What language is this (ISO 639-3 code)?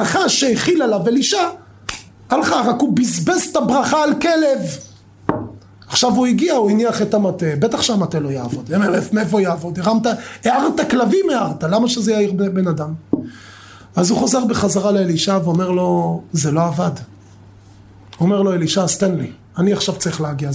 heb